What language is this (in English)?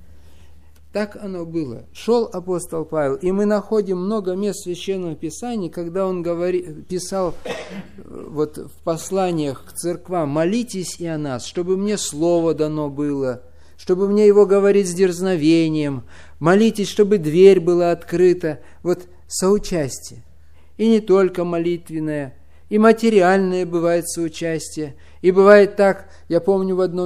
Russian